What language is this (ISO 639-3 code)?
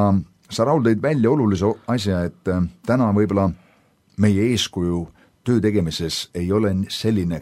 est